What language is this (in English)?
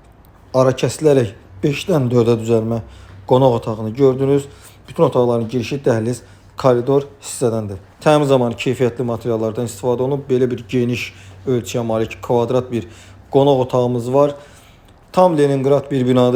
Azerbaijani